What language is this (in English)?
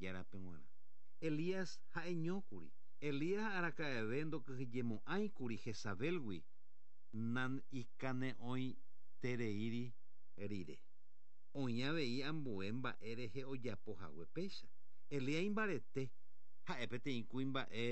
Guarani